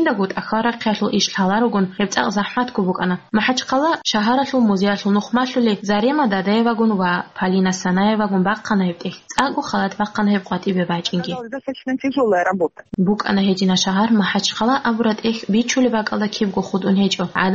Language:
Avaric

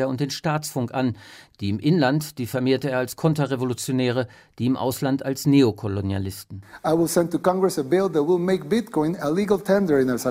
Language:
German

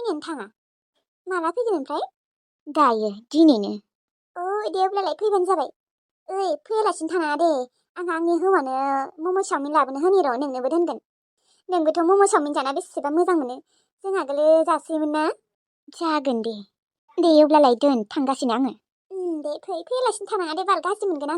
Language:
Bodo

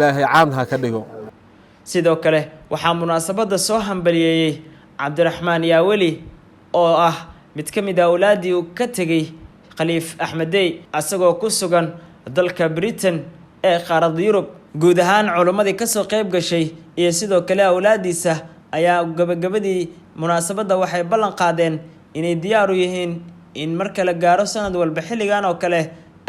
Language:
Somali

